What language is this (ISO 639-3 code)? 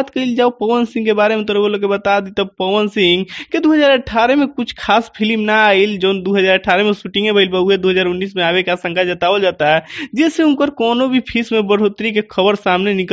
bho